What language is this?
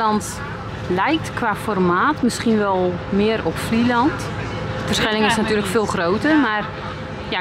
Dutch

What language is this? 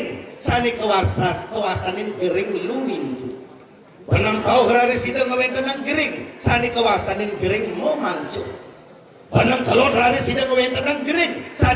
Balinese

